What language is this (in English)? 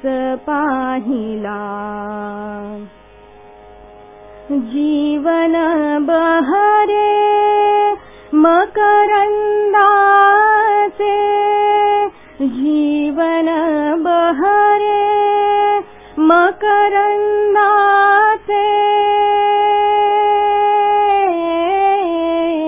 Marathi